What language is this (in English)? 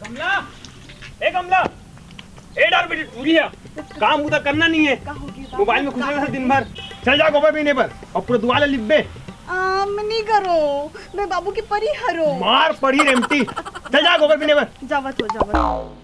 Chhattisgarhi